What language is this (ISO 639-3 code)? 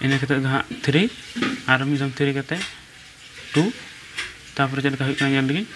sat